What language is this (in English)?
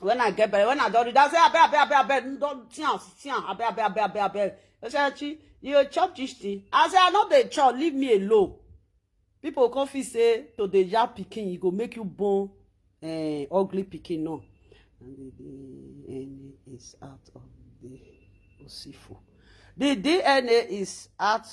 Nigerian Pidgin